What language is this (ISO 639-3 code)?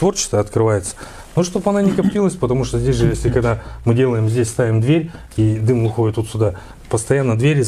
rus